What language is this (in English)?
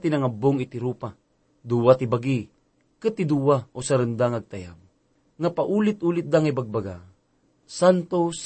Iloko